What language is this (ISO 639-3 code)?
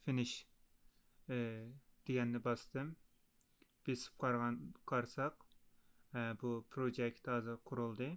uig